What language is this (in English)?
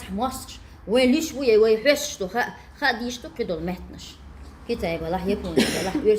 Chechen